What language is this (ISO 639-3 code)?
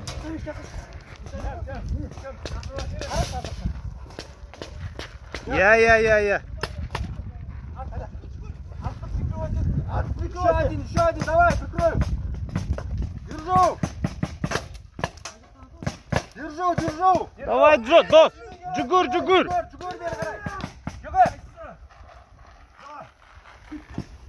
kaz